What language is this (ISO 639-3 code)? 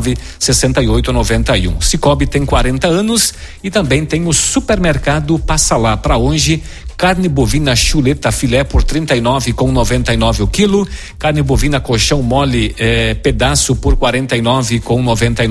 por